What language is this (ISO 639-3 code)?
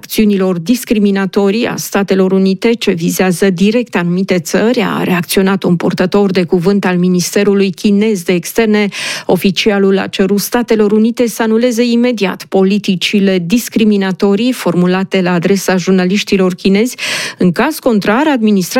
ron